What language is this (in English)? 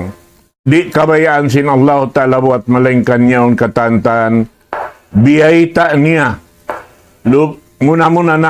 Tausug